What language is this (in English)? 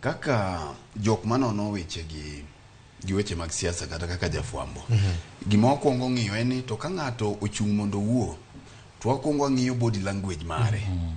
Luo (Kenya and Tanzania)